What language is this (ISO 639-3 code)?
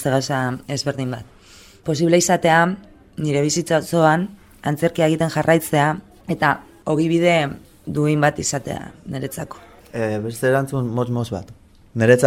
eus